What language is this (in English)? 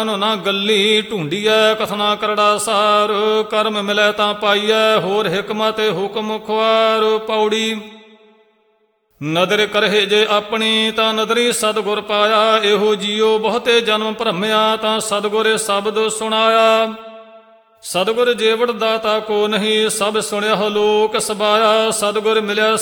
Punjabi